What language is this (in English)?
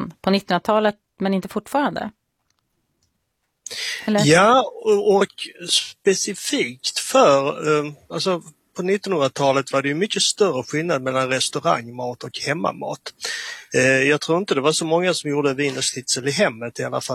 Swedish